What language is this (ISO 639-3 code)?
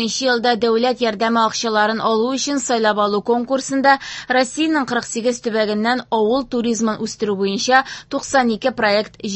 tat